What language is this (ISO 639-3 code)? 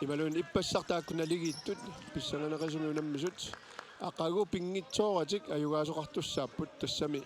kal